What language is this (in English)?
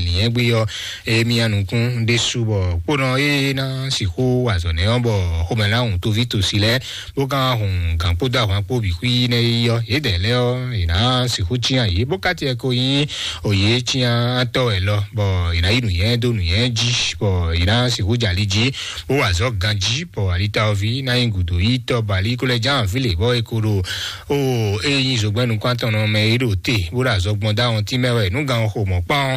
Fon